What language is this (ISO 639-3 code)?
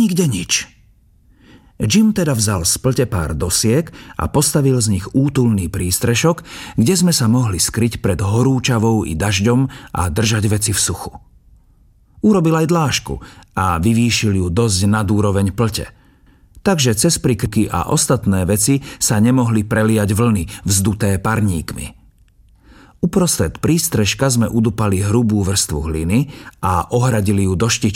slk